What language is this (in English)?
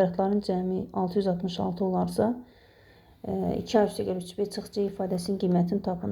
Azerbaijani